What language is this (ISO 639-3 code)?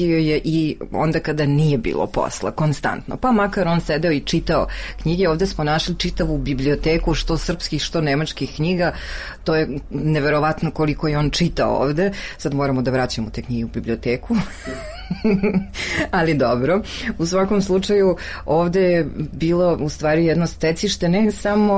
srp